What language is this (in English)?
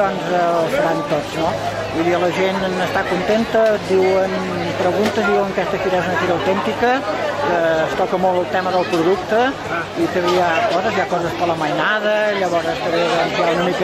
Catalan